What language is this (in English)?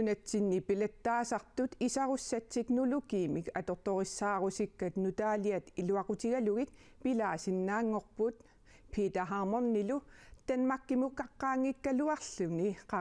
Kalaallisut